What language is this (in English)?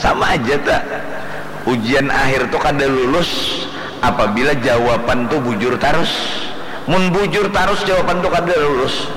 Banjar